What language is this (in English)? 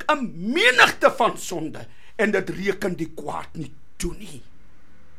Afrikaans